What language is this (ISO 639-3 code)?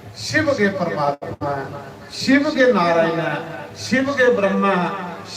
doi